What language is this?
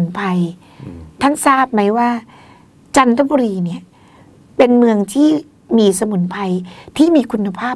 Thai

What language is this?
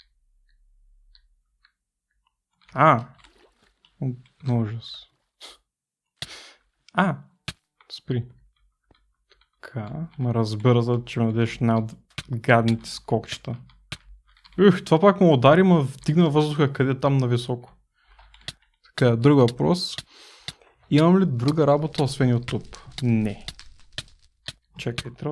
Bulgarian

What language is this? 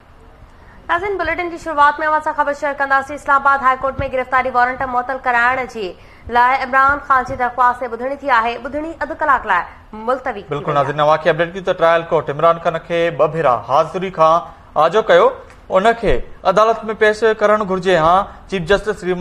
Sindhi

